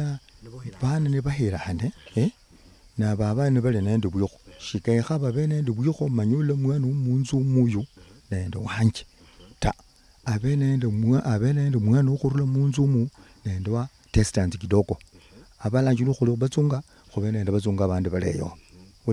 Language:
Luyia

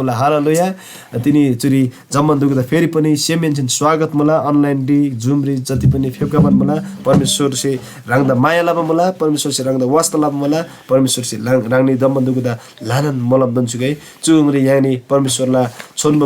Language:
Eastern Tamang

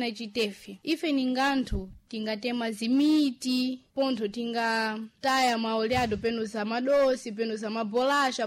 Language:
Sena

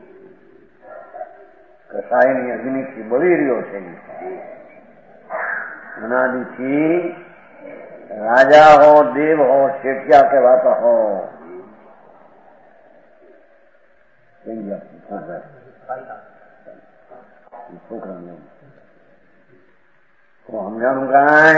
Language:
Gujarati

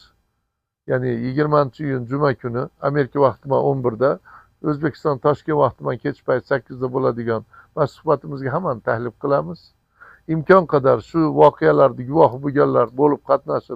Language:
Uzbek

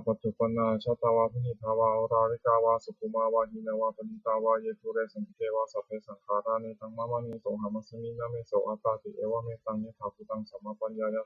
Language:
Pali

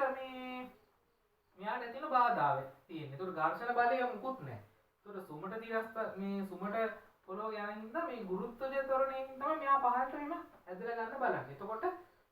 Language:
Sinhala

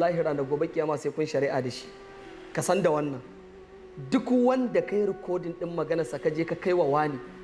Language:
Hausa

